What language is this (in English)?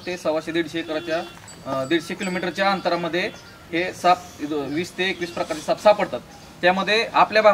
Marathi